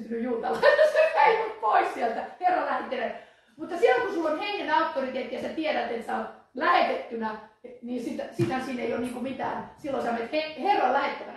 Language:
Finnish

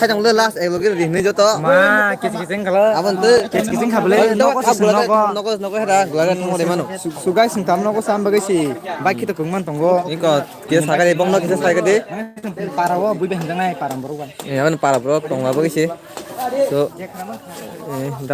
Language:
Kok Borok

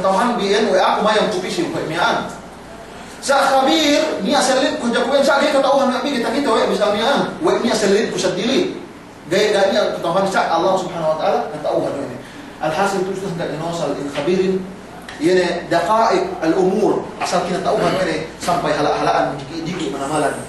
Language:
Yakan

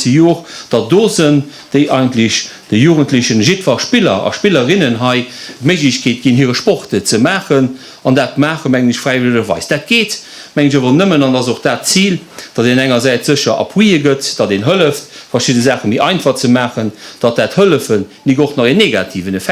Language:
Luxembourgish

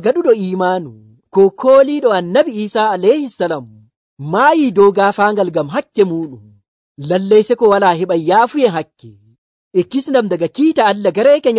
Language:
Nigerian Fulfulde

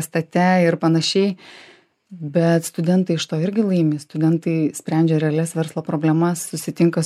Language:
Lithuanian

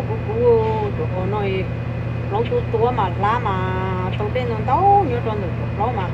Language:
Hmong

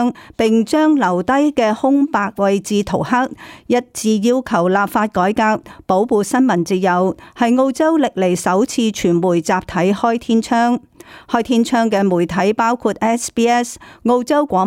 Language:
Cantonese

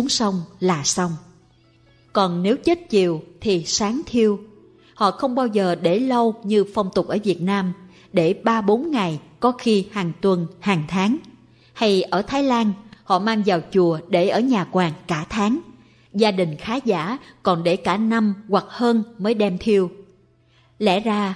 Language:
Vietnamese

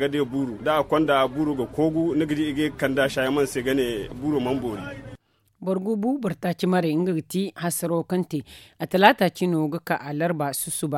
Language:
Zarma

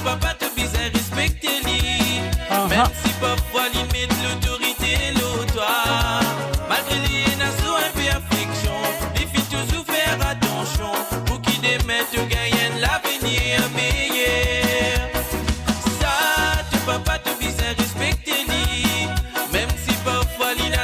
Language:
Morisyen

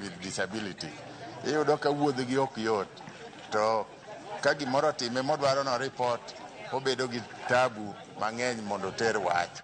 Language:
Luo (Kenya and Tanzania)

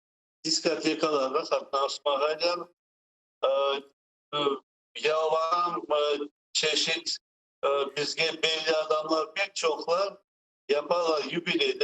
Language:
Crimean Tatar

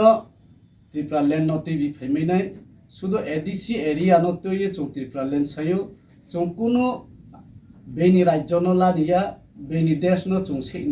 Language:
Kok Borok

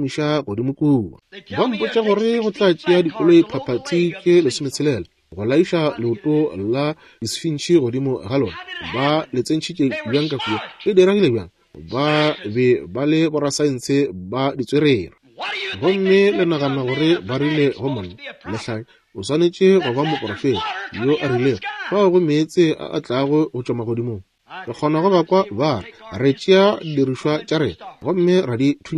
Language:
Northern Sotho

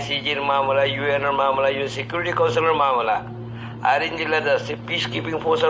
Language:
Rohingya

